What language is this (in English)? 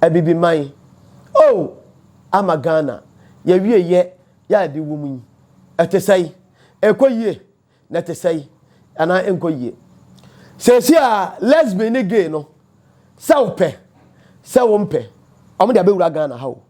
Akan